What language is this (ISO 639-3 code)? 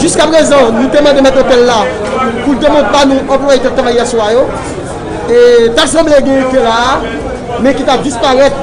hat